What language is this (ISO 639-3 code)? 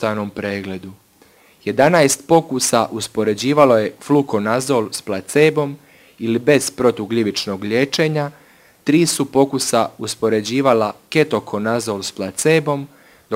hrv